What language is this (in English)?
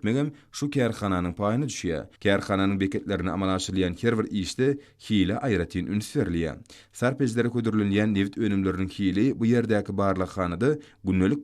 Turkmen